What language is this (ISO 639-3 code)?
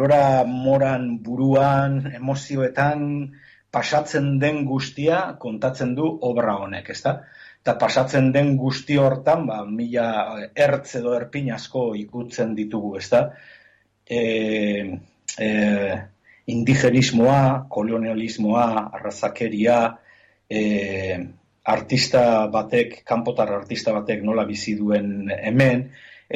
eus